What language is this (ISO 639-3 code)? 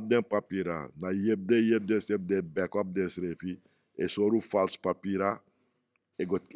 srn